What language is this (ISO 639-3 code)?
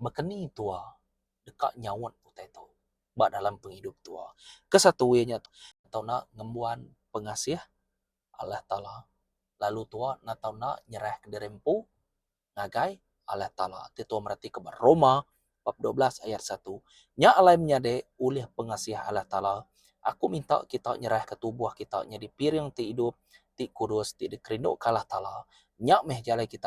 iba